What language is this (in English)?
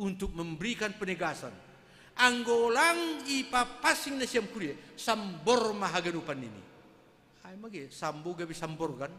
Batak Simalungun